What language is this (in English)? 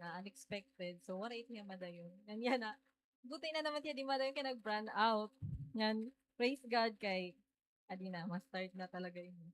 Waray